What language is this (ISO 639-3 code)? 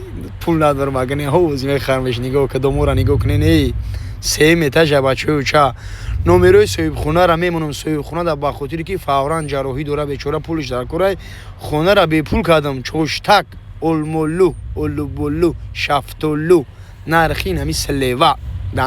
tgk